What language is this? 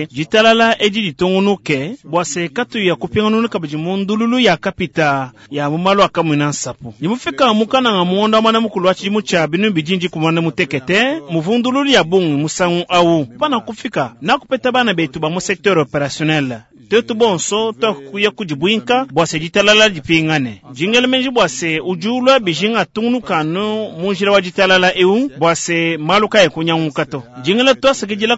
Luba-Lulua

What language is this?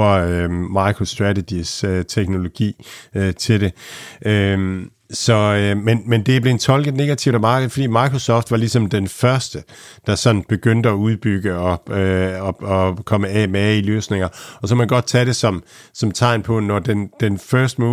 Danish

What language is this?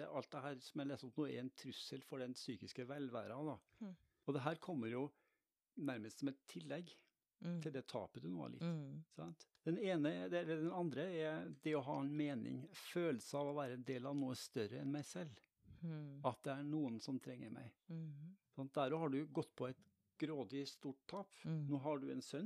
Norwegian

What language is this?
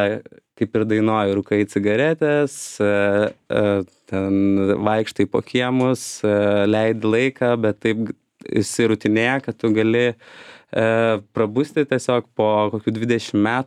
Lithuanian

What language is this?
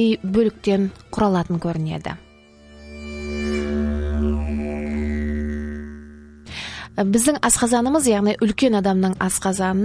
Kazakh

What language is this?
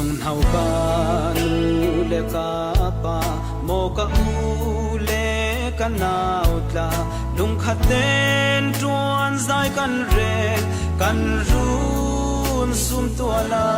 Falam Chin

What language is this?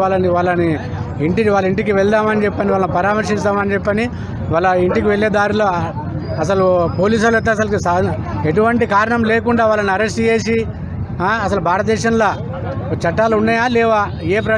Telugu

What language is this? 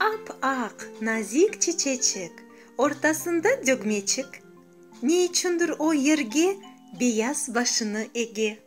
Crimean Tatar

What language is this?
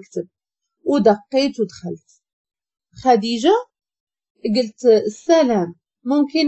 Moroccan Arabic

